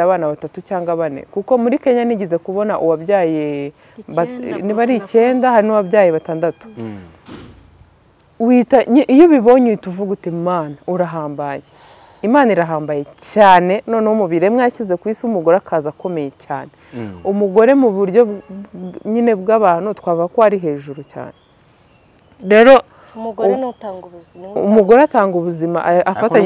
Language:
Kinyarwanda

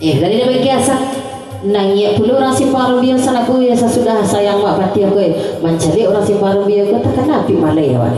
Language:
Minangkabau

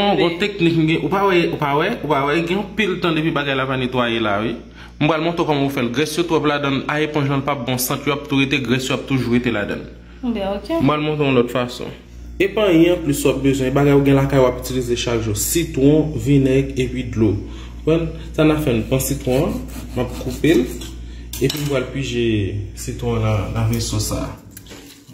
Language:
Haitian Creole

